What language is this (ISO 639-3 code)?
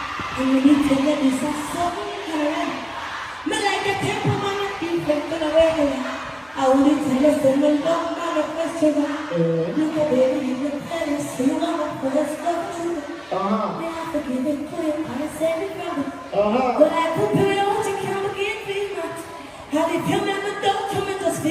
jam